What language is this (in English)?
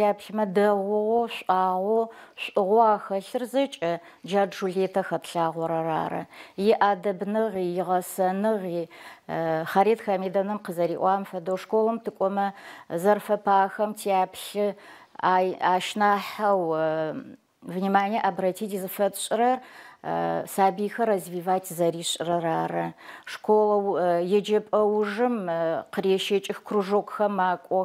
Adyghe